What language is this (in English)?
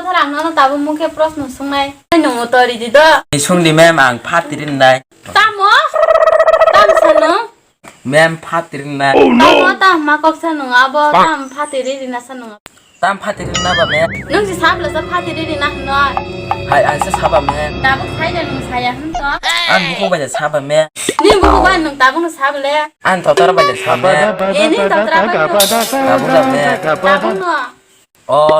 Kok Borok